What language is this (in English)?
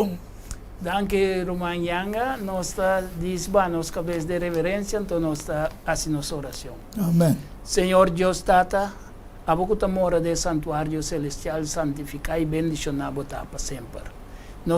Papiamento